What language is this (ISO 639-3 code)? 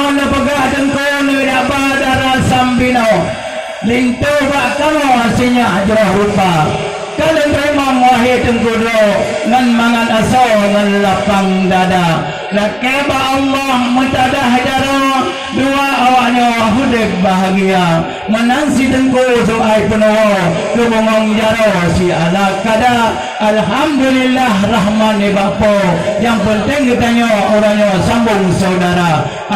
ace